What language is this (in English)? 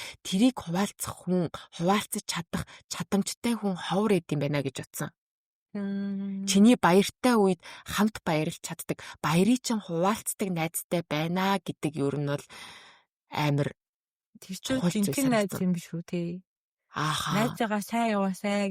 Mongolian